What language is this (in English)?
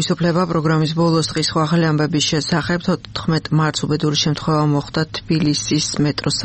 Georgian